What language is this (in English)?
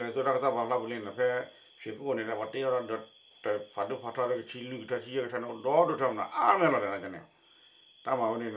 S'gaw Karen